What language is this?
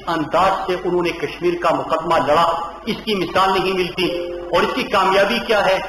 Urdu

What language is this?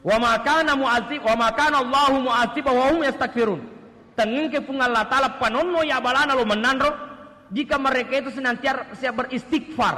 Buginese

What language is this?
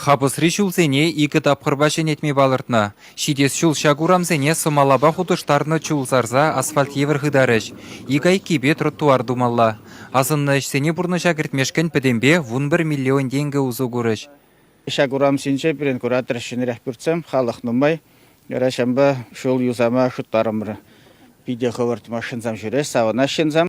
Chuvash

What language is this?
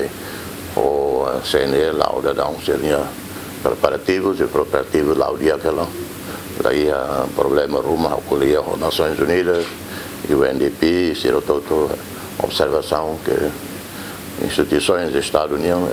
Tetum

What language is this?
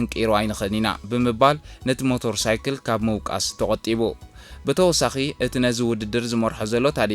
Tigrinya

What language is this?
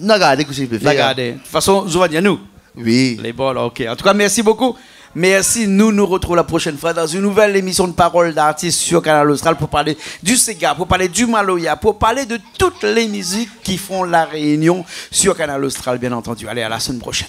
Réunion Creole French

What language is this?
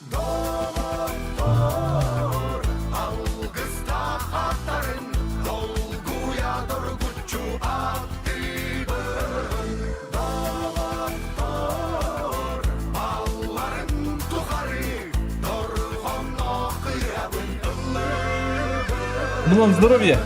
Yakut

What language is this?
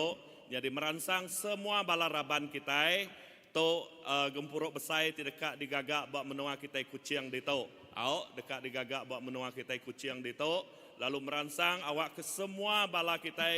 Iban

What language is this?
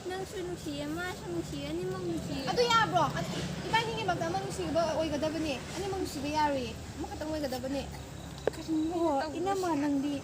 Manipuri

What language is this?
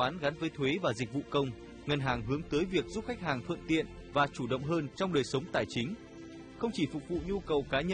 Vietnamese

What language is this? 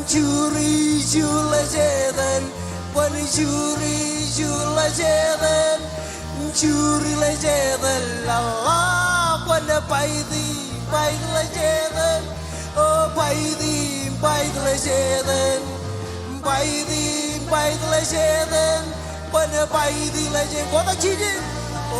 Marshallese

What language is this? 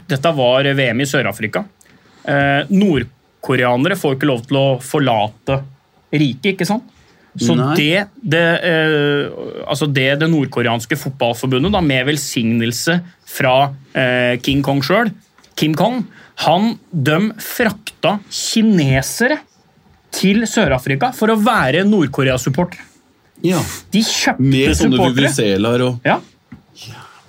Norwegian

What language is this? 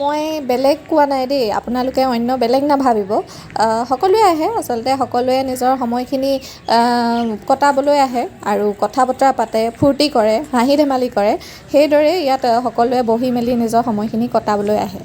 Assamese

